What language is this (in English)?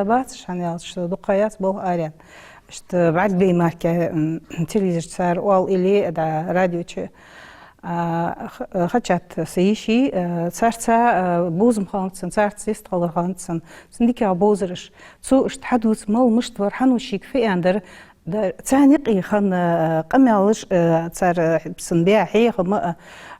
Ingush